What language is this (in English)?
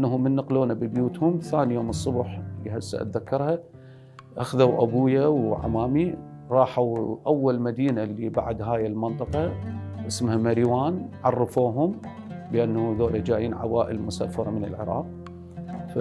Mesopotamian Arabic